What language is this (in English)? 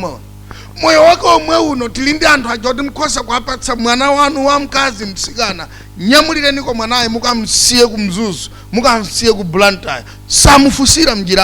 Nyanja